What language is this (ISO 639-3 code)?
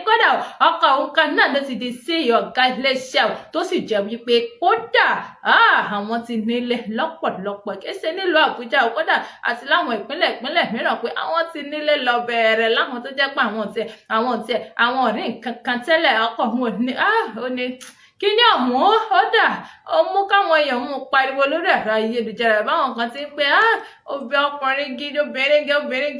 yor